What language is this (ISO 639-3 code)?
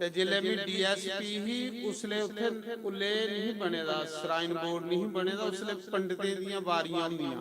doi